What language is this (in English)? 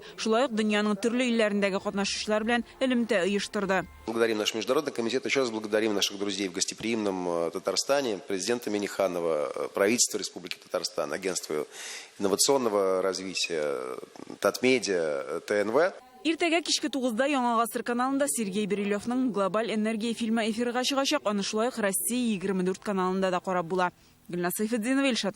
Tatar